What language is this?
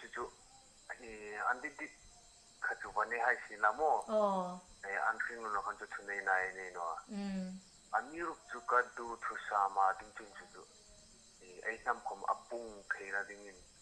Hmar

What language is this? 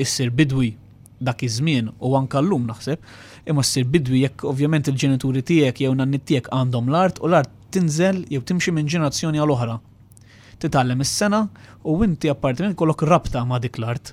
Maltese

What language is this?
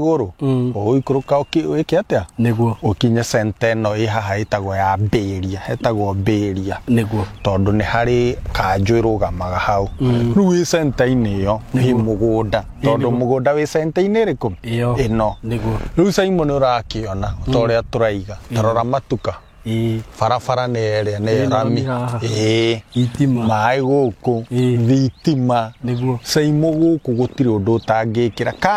Kikuyu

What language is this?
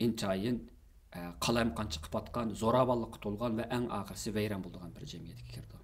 Uyghur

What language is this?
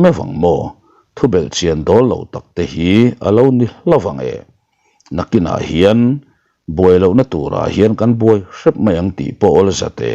Mizo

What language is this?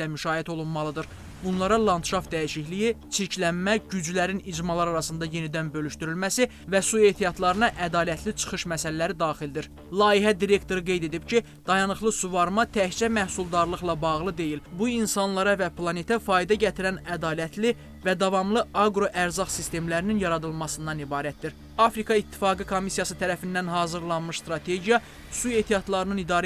Azerbaijani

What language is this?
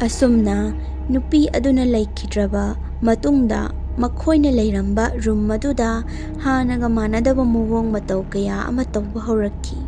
Manipuri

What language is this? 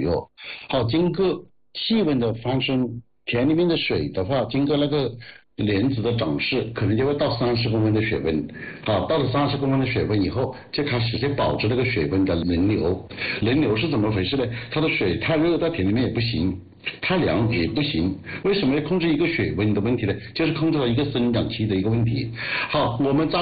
Chinese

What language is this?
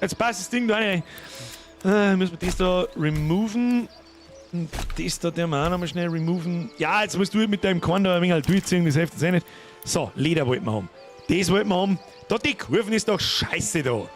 Bavarian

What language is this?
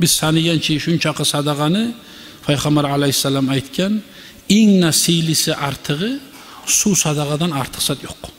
Kumyk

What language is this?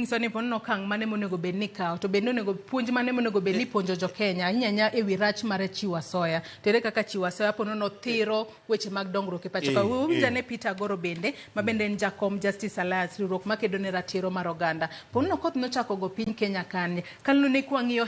Luo (Kenya and Tanzania)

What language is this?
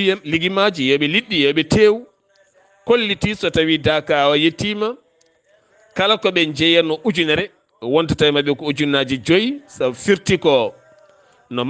Fula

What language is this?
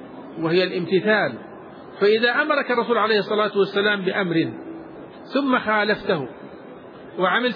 Arabic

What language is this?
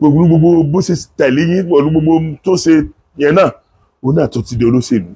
Yoruba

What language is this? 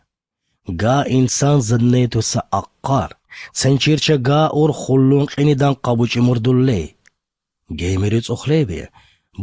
Albanian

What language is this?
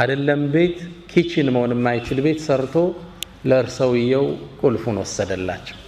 Amharic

